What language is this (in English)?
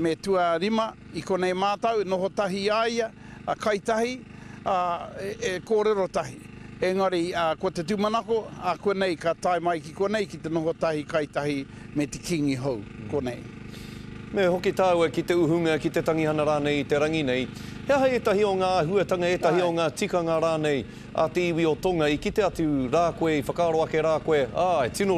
Māori